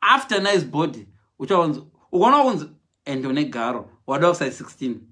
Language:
Shona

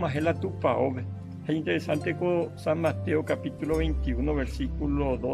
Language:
Guarani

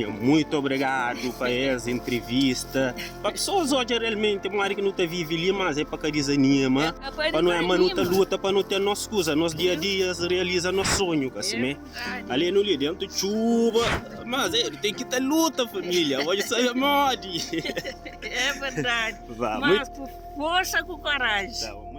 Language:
Kabuverdianu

